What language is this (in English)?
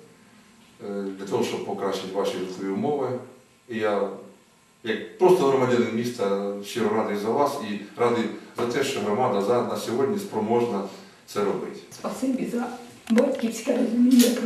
Ukrainian